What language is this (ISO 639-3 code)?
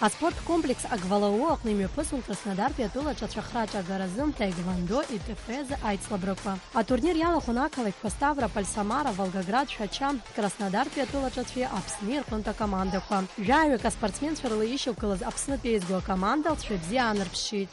abk